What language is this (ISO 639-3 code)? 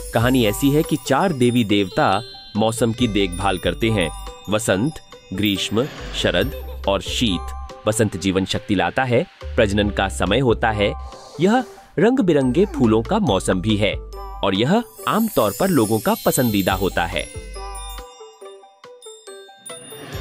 hin